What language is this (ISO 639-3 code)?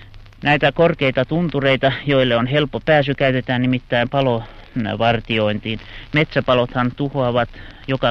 fin